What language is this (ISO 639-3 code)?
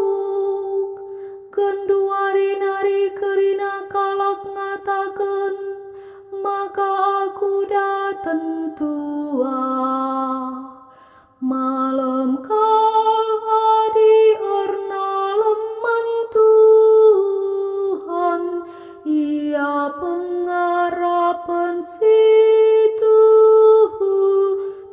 btx